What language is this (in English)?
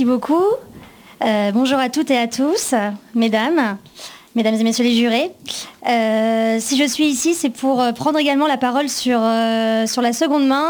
French